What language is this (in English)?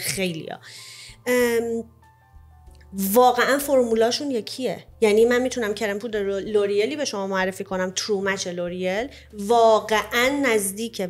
Persian